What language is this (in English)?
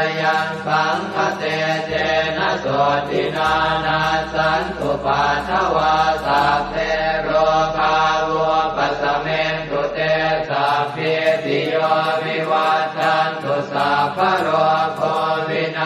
Pali